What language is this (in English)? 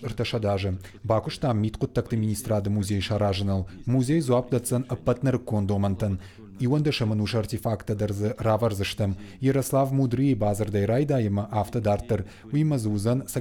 Ossetic